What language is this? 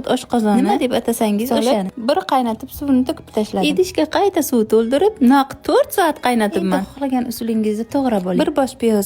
Uzbek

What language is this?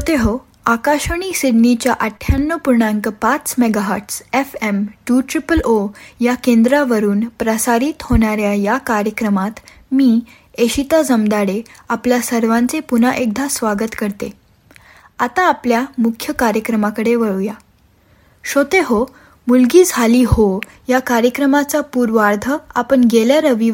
Marathi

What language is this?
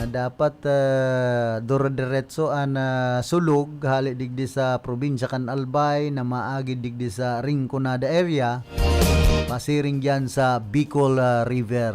Bikol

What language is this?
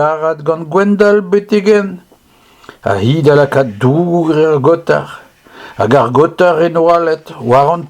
Breton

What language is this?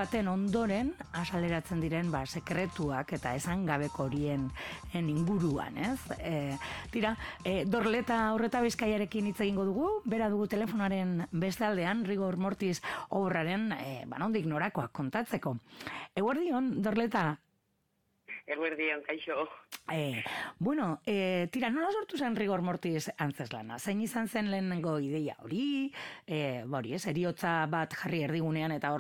Basque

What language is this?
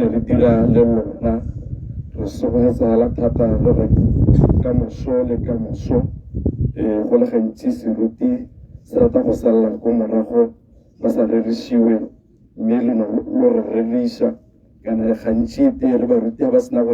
Tswana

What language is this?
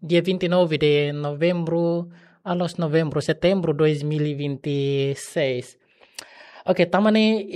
Tetum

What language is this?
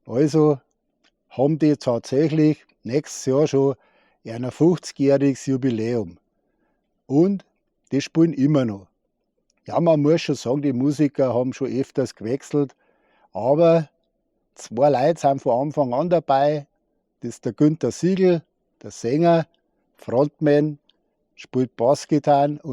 Bavarian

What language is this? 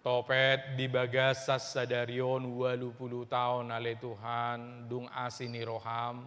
Batak Toba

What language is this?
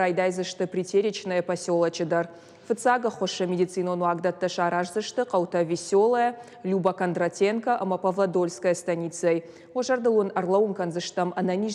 Ossetic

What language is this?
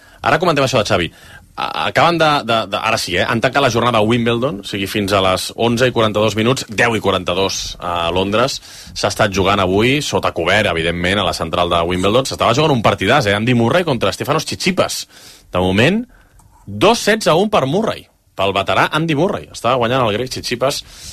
Catalan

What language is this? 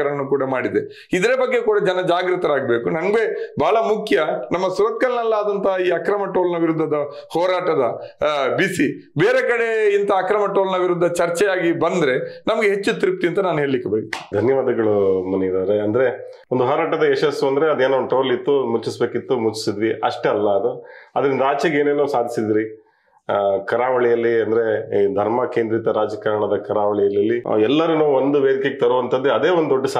Kannada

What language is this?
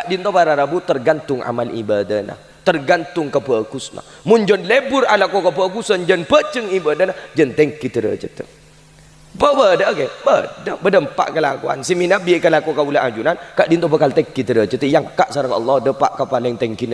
Madurese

